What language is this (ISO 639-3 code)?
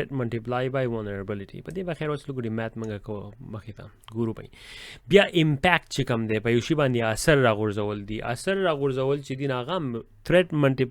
pus